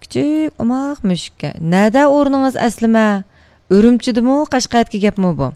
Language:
Uyghur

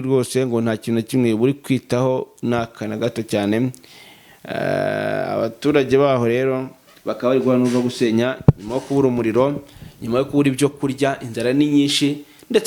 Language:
Kinyarwanda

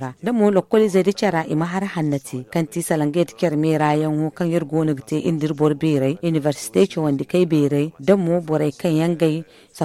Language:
Zarma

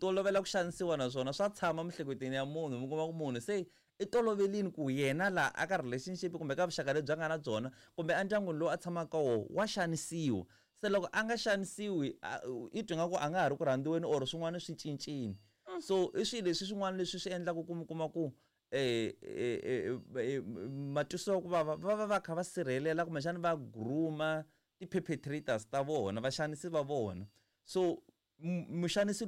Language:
Tsonga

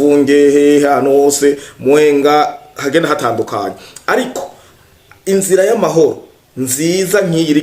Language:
Rundi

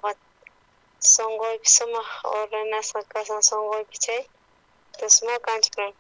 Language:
South Bolivian Quechua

